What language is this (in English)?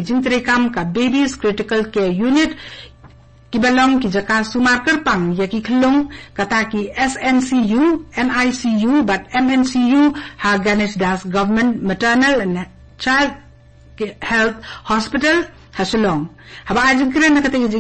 Khasi